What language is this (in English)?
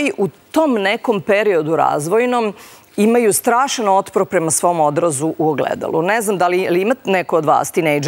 Serbian